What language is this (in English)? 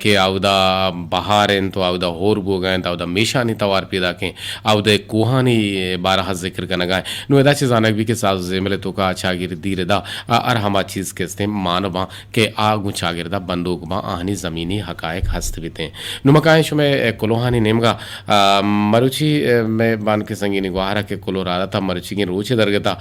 Eastern Balochi